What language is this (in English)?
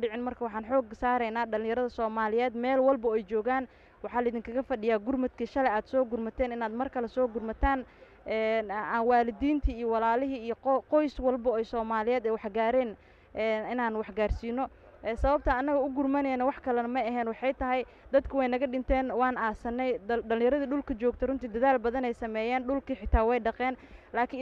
Somali